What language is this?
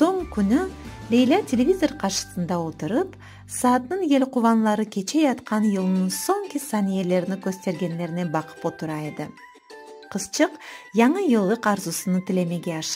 Crimean Tatar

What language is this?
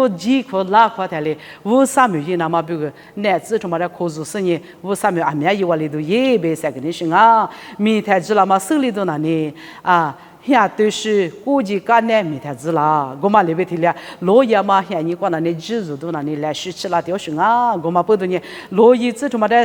Lisu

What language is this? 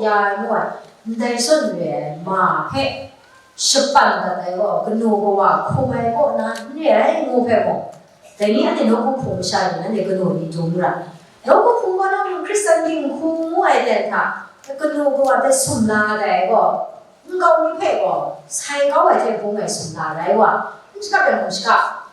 Kachin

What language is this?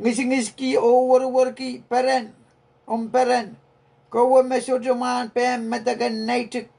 Pohnpeian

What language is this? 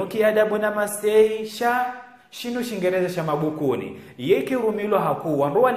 Ngazidja Comorian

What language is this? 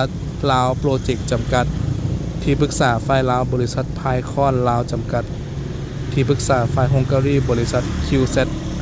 Lao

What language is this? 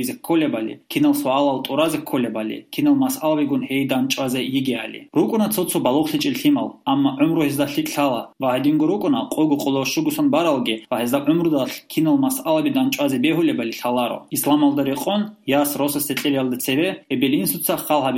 Avaric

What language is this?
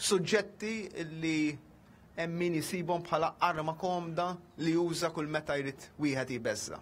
Maltese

